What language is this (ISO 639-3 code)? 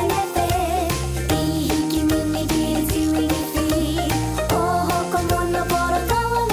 mri